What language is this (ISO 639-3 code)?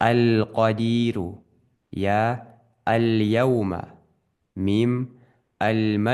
inh